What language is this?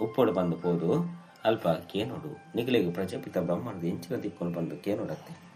Tulu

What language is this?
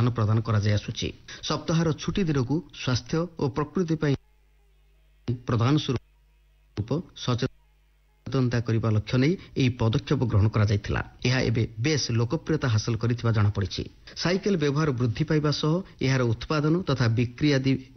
Odia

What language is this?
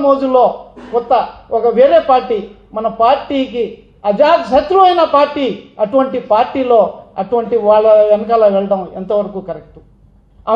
Telugu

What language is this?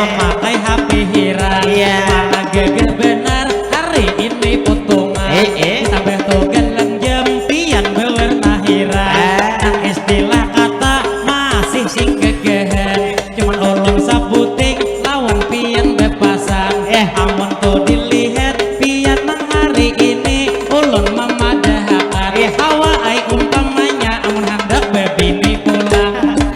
Banjar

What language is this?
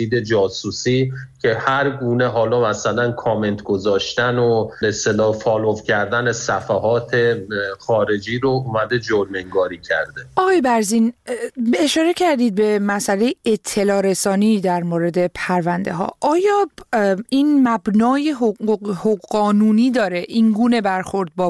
Persian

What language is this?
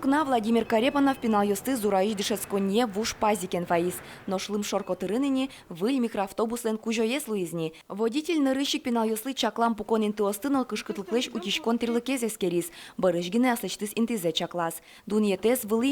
Udmurt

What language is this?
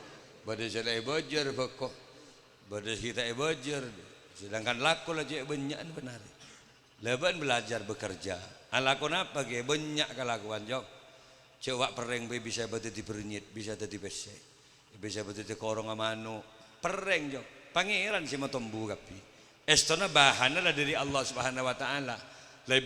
Madurese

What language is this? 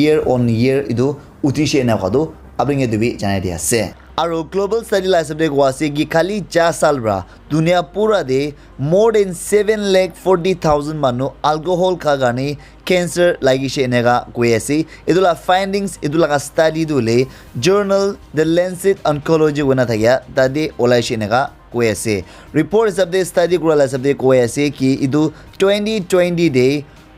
Naga Pidgin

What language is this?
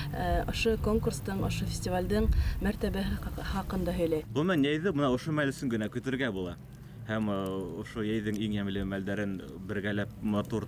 Bashkir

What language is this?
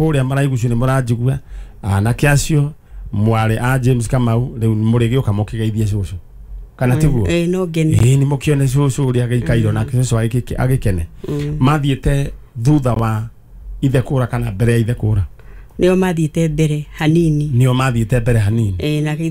Kikuyu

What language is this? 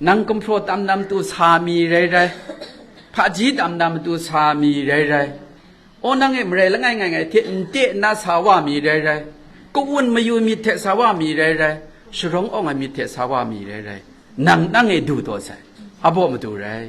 Kachin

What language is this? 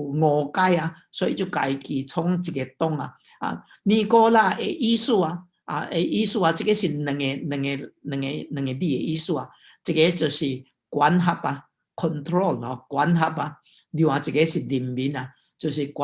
Min Nan Chinese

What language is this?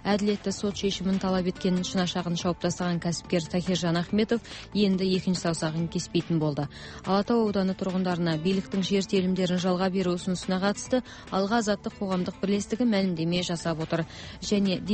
Kazakh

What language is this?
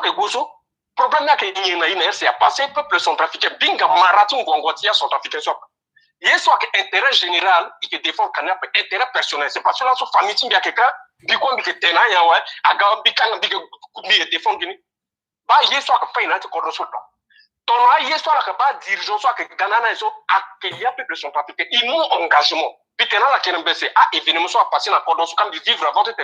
Sango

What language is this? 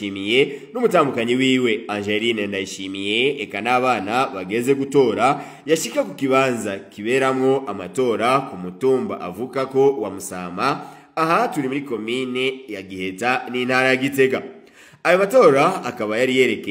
Rundi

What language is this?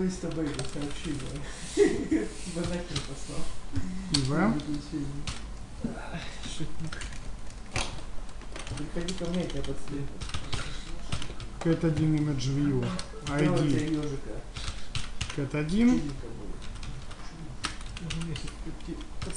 Russian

